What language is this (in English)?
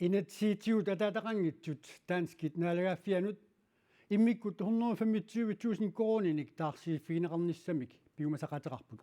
Kalaallisut